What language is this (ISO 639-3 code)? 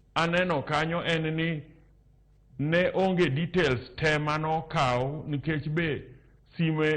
luo